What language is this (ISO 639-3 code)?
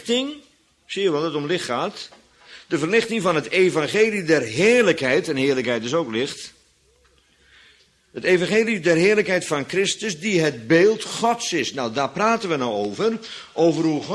nld